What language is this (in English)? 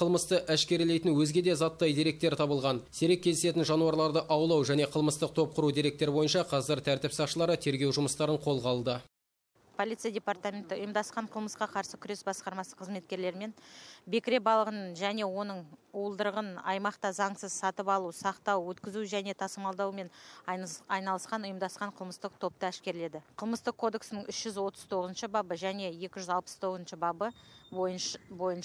Kazakh